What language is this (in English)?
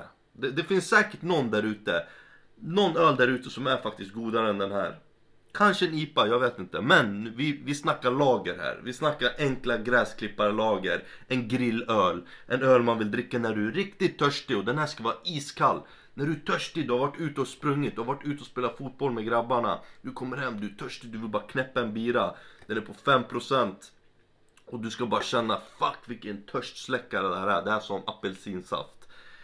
Swedish